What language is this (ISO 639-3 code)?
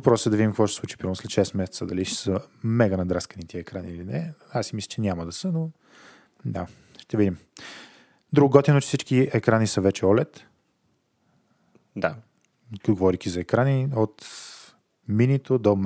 bul